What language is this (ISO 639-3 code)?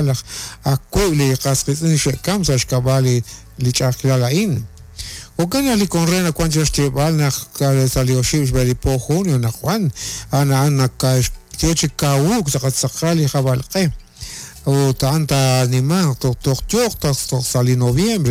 kek